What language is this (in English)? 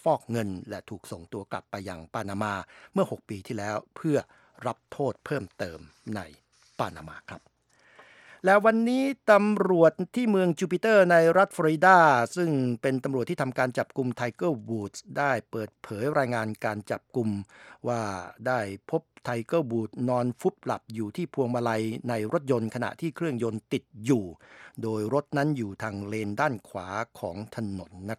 Thai